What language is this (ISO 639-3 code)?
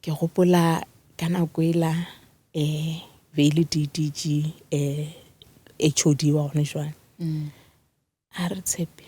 nso